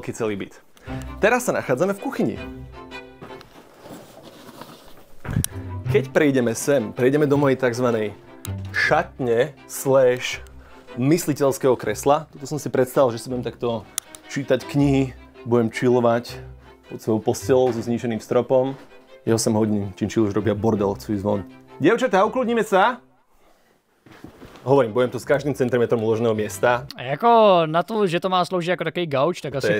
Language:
Slovak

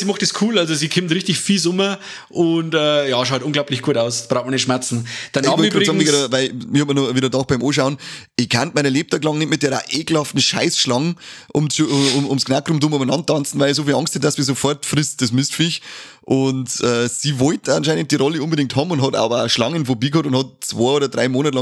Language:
Bavarian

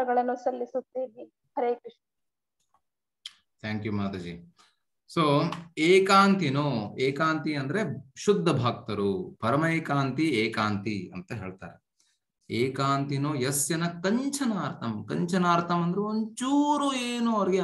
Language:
Kannada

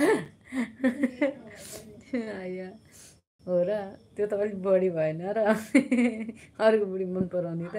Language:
Nepali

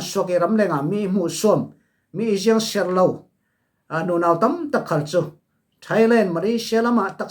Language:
Falam Chin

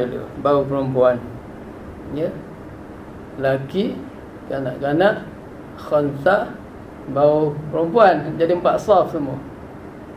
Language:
Malay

